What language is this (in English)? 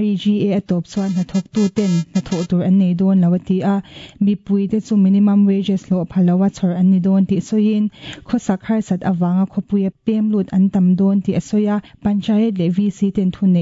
Mizo